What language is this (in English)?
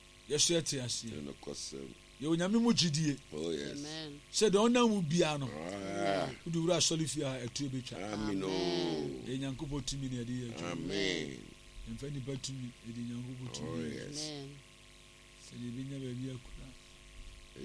Akan